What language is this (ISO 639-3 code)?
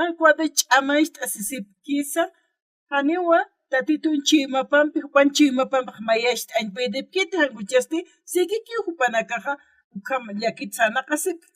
aym